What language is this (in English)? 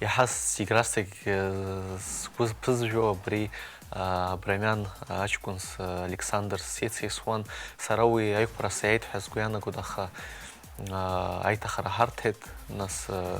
Abkhazian